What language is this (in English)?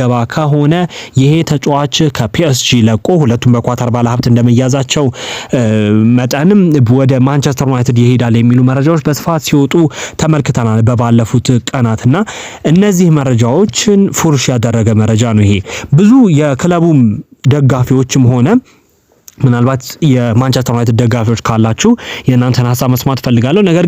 Amharic